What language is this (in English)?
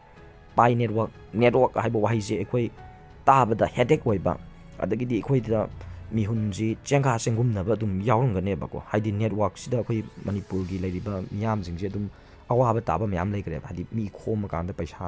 Manipuri